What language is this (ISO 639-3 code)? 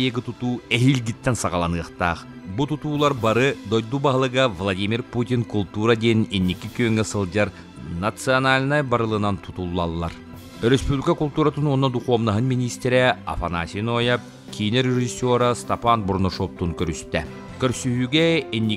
sah